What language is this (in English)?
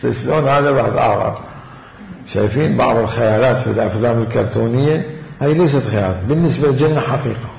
Mesopotamian Arabic